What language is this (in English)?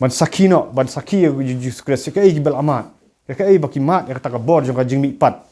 Khasi